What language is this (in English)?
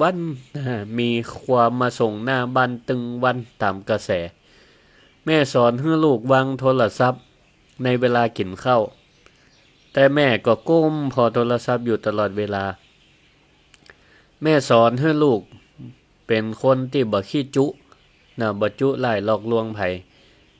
Northern Thai